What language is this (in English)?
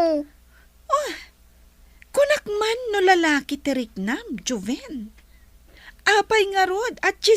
Iloko